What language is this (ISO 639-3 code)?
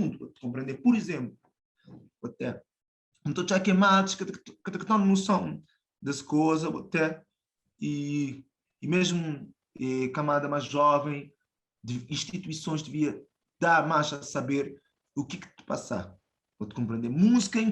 kea